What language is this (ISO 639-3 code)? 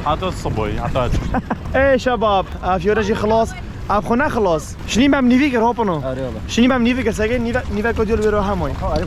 kur